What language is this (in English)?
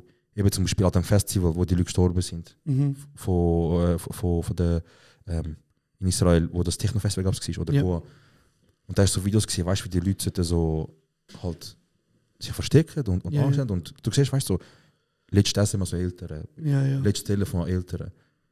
Swiss German